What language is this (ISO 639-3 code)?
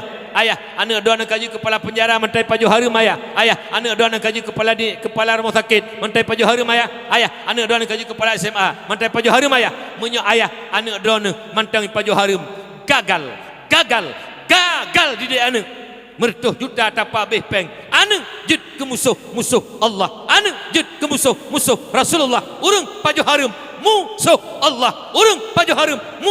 ace